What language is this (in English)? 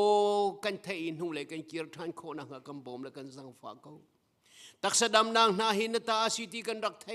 Hakha Chin